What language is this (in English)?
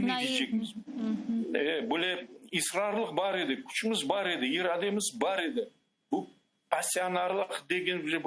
Crimean Tatar